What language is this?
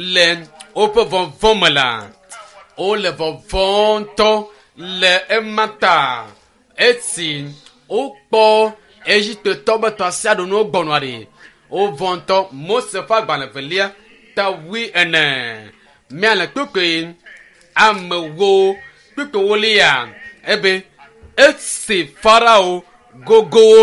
Ewe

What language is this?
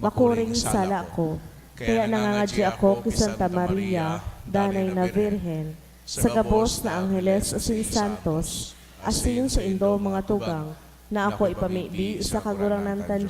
Bikol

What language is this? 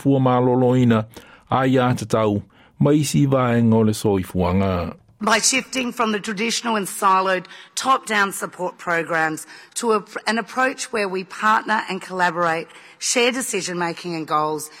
Samoan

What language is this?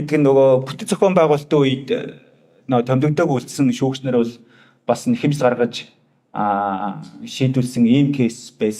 Mongolian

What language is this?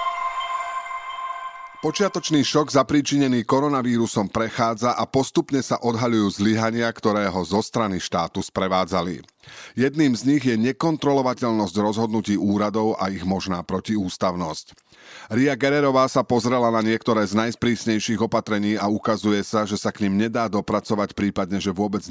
Slovak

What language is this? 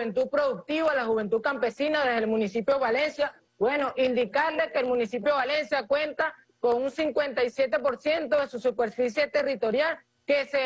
Spanish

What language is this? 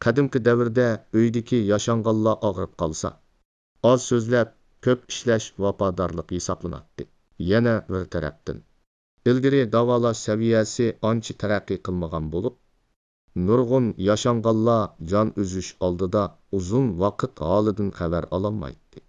Uyghur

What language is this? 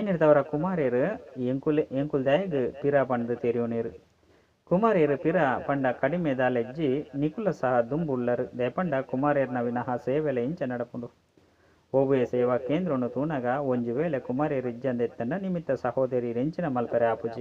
Tulu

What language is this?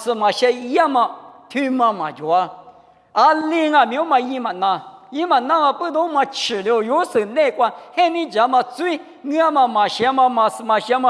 Lisu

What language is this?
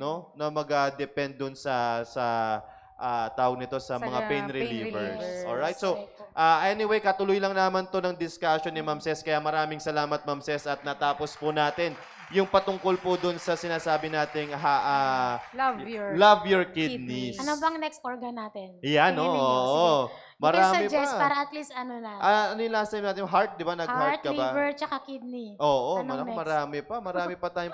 Filipino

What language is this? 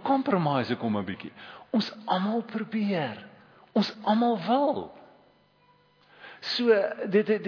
Afrikaans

